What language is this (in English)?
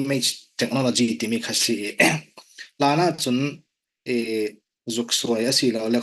Falam Chin